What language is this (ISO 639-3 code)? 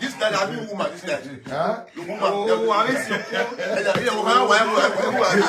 pcm